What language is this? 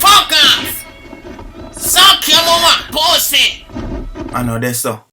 Jamaican Creole English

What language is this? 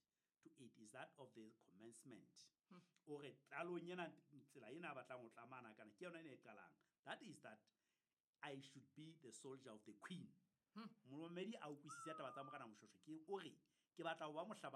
Southern Sotho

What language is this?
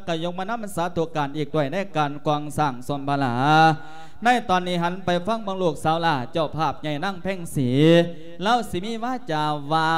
Lao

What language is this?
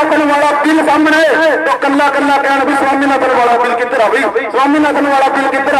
Punjabi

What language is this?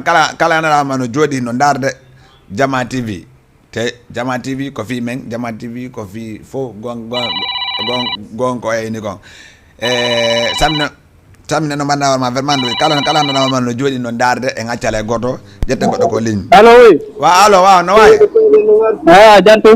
Fula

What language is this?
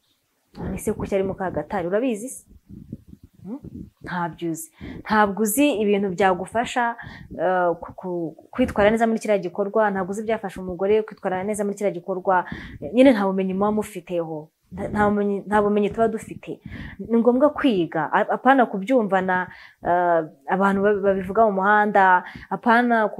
Kinyarwanda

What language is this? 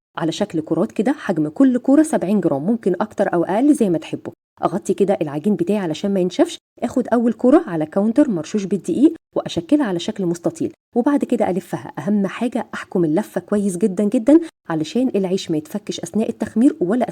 Egyptian Arabic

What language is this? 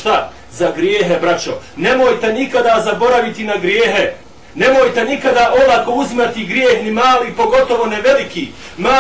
Bosnian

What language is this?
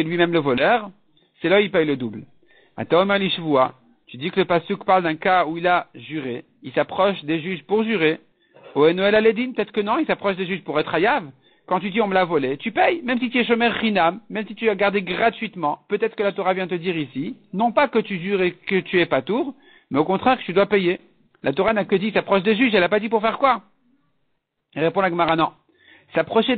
French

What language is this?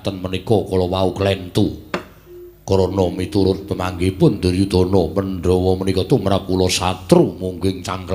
Javanese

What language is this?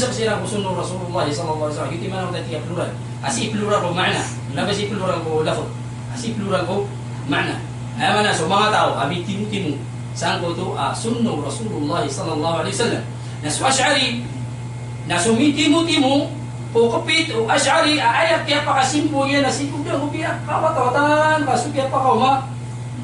Maranao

